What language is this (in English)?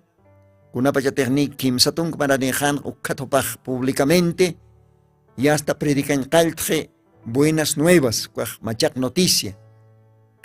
Aymara